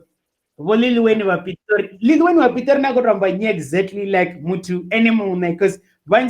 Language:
Venda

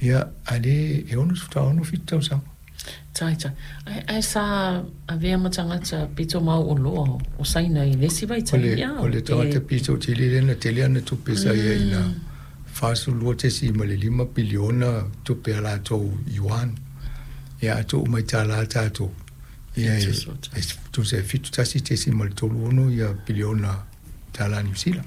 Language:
Samoan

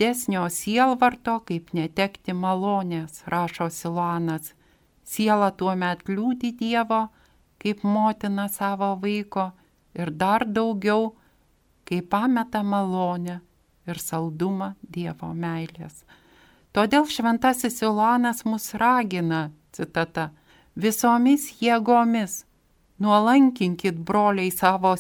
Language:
Lithuanian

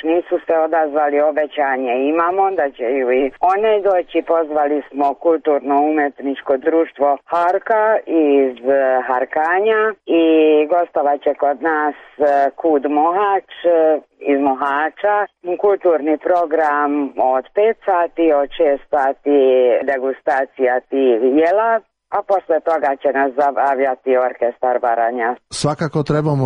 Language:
Croatian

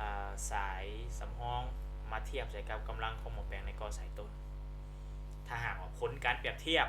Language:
Lao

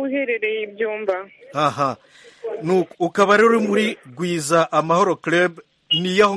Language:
Kinyarwanda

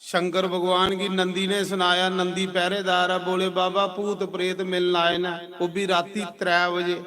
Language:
Dogri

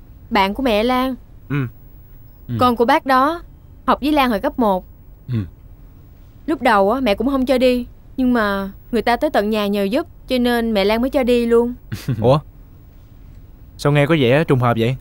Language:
Vietnamese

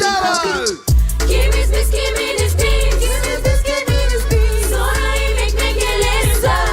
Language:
Gagauz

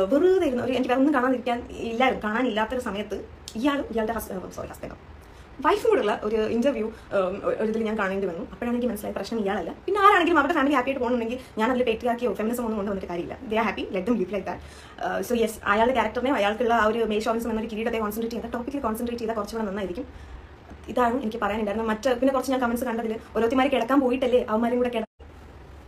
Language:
Malayalam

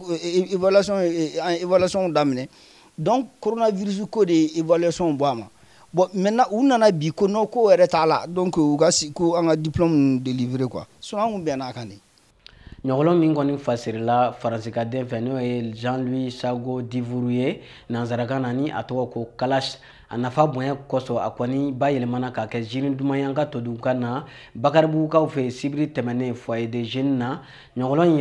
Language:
Bambara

